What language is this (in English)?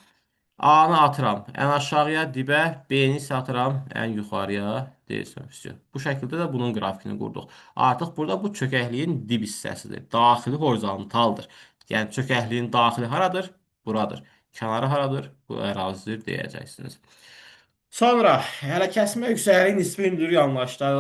Azerbaijani